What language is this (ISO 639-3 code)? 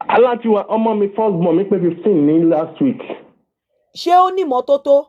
yor